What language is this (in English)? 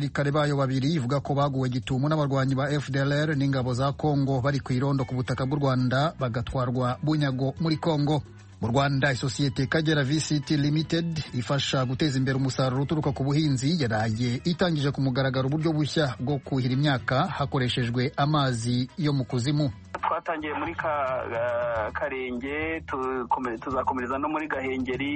Kinyarwanda